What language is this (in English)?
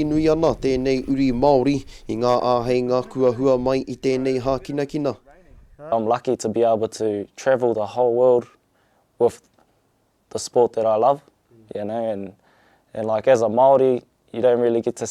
Māori